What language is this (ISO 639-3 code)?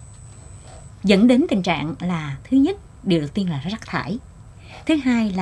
vie